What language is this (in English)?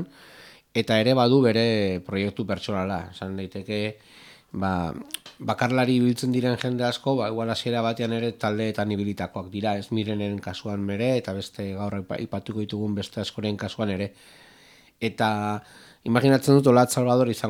Basque